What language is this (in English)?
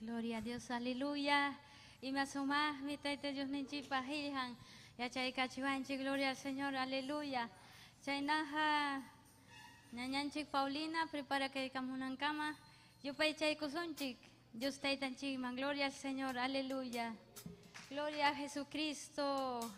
Ayacucho Quechua